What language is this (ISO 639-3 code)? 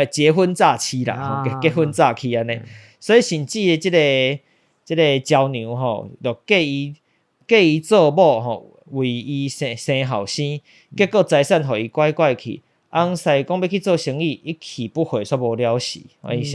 nan